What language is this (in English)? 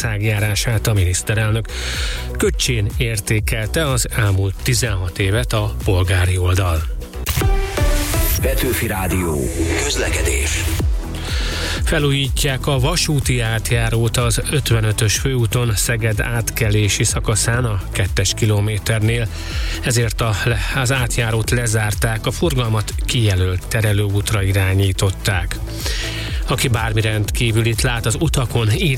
Hungarian